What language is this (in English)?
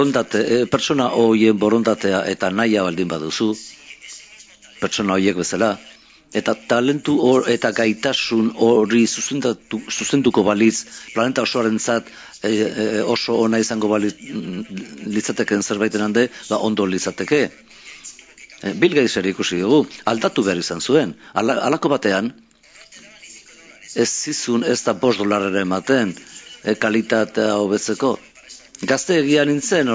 Basque